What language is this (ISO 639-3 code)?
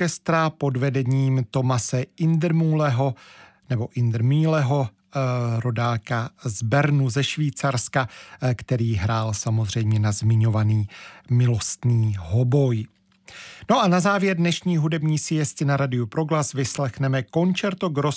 ces